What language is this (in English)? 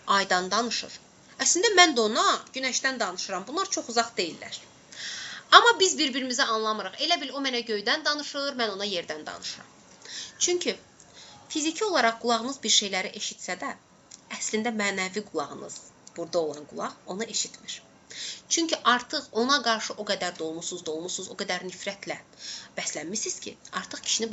Azerbaijani